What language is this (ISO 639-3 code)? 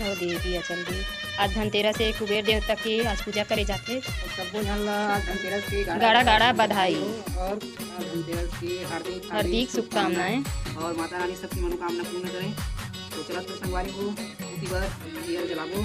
hne